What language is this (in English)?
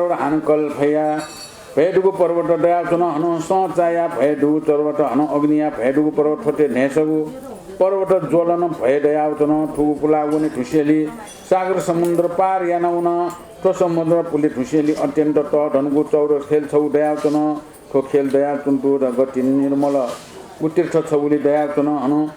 Newari